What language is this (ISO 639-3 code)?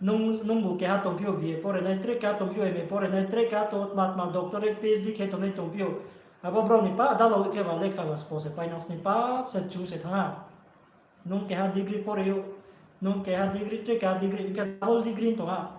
ria